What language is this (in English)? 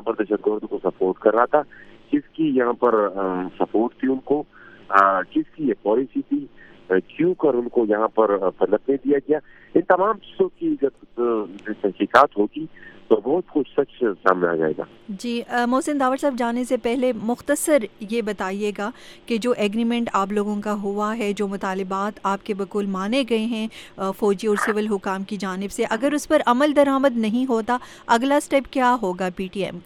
Urdu